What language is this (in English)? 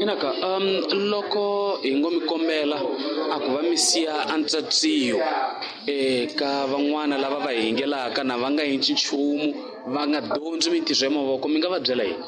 Tsonga